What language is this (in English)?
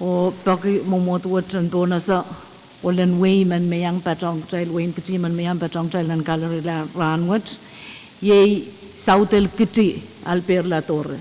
Pohnpeian